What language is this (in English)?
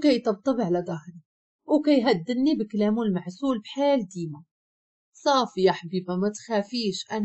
Moroccan Arabic